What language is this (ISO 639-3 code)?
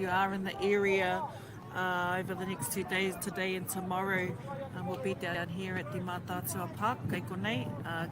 mri